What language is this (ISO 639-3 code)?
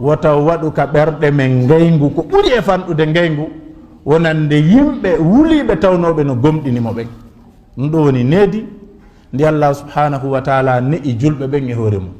ful